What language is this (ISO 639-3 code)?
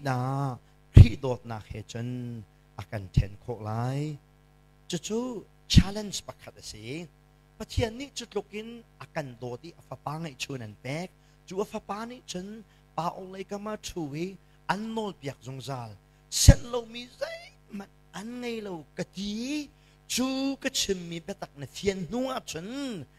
cnh